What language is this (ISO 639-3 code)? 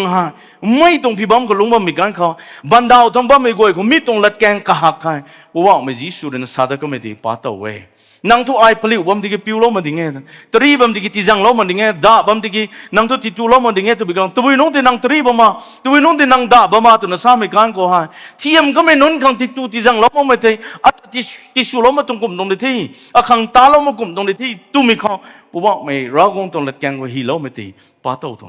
nbu